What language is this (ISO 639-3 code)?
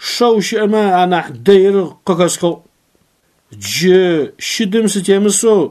ady